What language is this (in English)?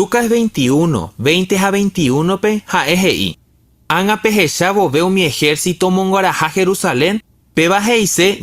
Guarani